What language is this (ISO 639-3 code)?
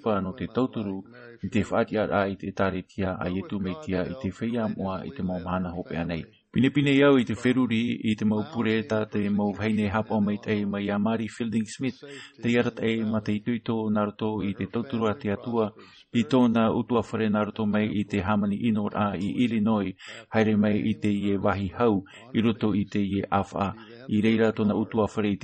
tah